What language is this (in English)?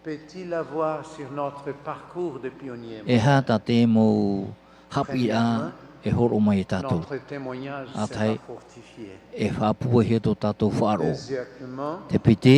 Tahitian